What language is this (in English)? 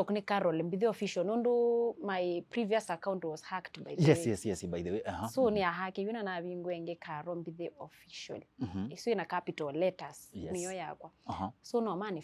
Kamba